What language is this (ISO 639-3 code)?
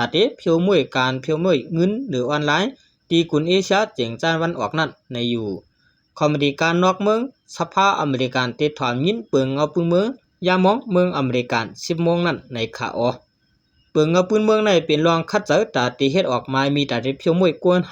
shn